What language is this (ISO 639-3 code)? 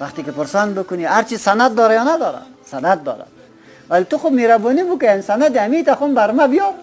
fas